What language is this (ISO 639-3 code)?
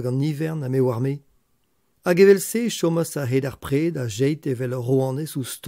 bre